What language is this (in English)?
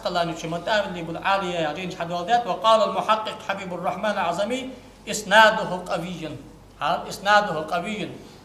Ingush